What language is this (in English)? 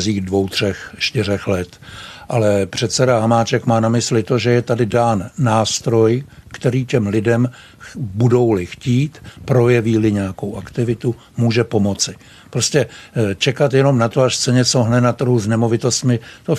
Czech